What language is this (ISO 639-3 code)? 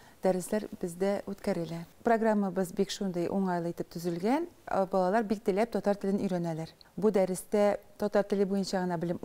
tat